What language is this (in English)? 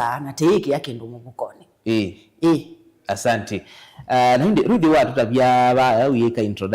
Kamba